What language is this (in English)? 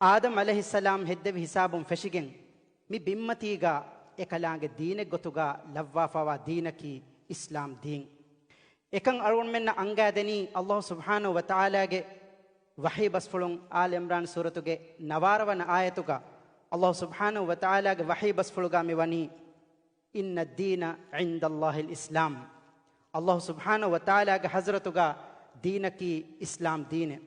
Divehi